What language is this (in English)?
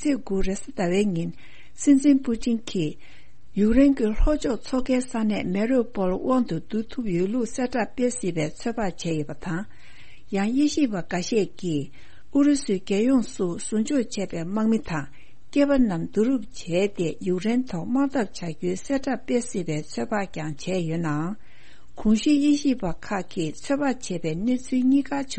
Tibetan